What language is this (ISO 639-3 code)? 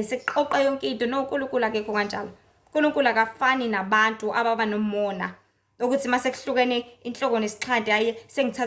zul